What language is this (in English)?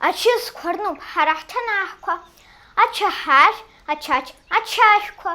Abkhazian